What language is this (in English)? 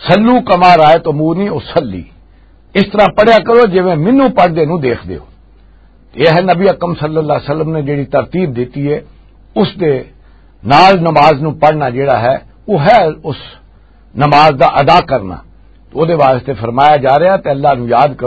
Western Panjabi